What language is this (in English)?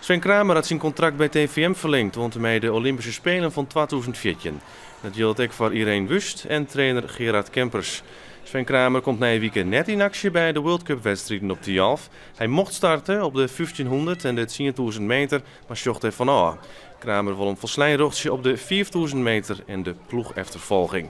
Western Frisian